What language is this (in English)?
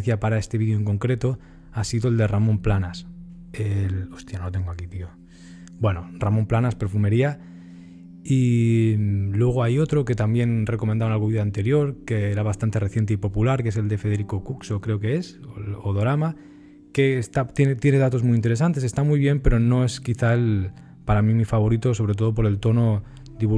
Spanish